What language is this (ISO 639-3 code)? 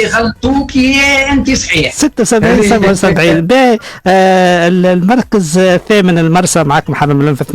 aeb